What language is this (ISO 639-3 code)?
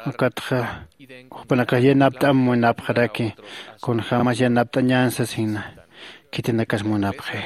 aym